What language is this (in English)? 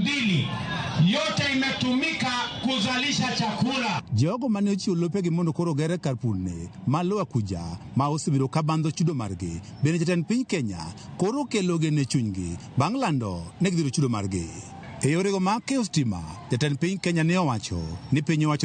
Luo (Kenya and Tanzania)